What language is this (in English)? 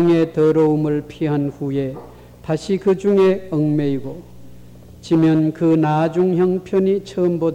Korean